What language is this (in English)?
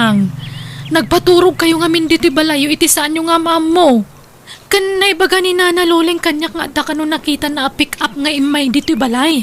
Iloko